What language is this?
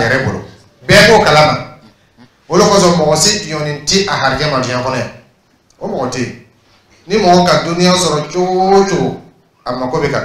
Dyula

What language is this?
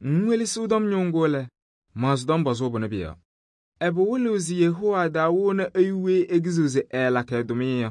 Kabiyè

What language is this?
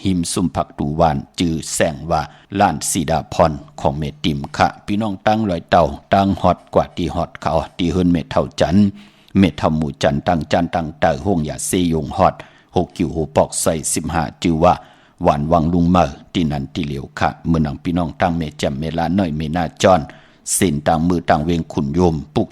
Shan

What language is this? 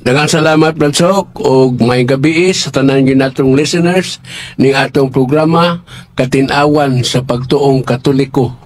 Cebuano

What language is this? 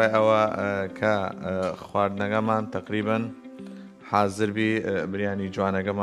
Southern Kurdish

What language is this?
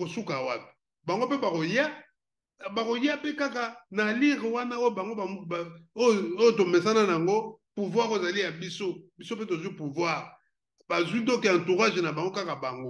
Lingala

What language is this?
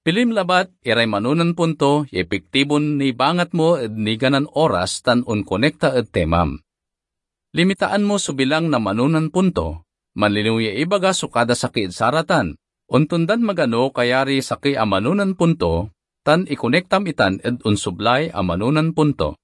Pangasinan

